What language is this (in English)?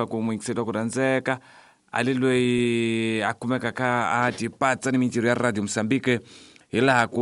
Tsonga